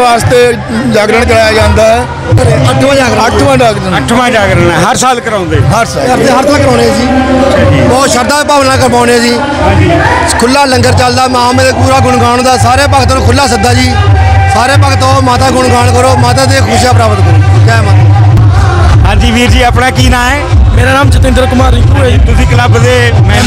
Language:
Punjabi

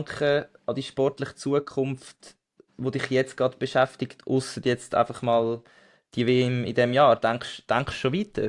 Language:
Swiss German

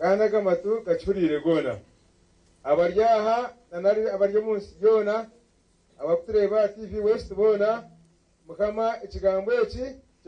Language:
Nyankole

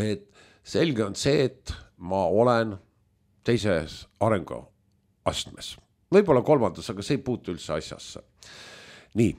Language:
Estonian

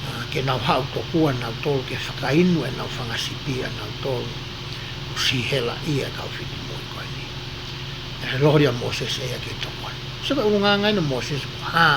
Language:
Tongan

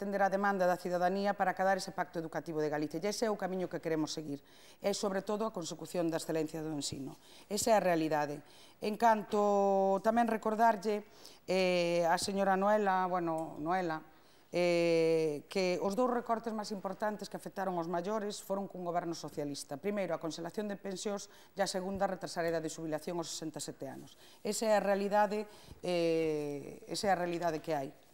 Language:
Galician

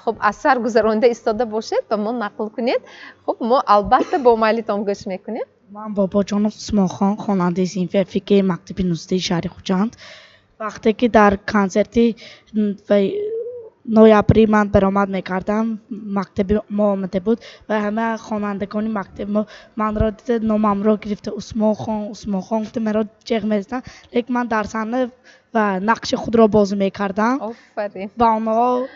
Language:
Tajik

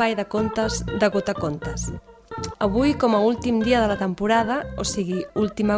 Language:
Catalan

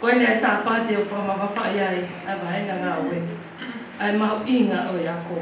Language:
Tongan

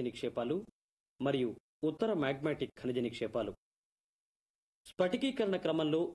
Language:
Telugu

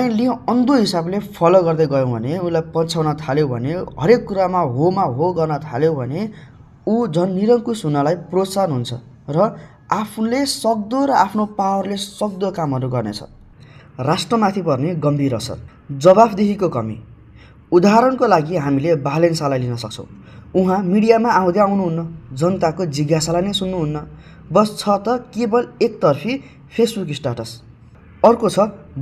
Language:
Nepali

